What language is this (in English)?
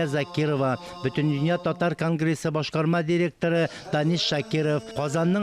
Tatar